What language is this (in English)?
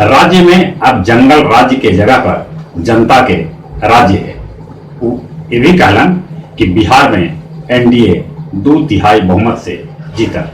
Magahi